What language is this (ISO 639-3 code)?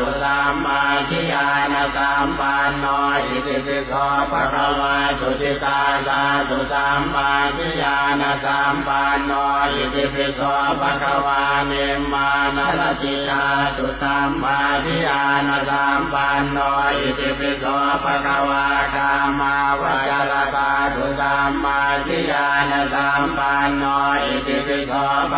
pli